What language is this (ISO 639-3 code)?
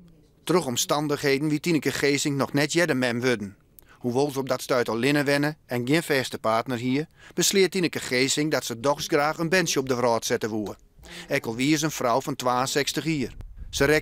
fry